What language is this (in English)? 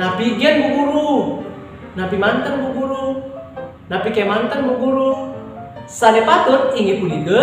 Balinese